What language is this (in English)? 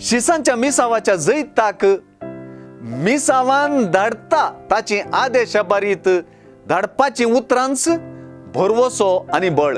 Konkani